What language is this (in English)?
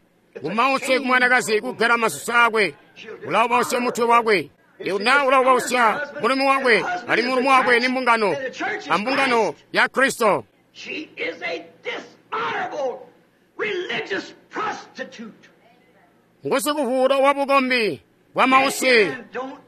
Tonga (Zambia)